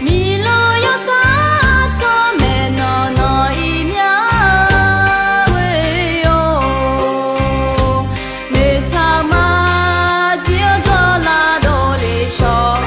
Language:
Akha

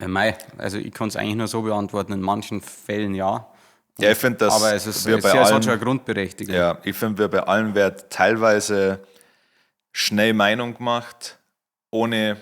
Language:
Bavarian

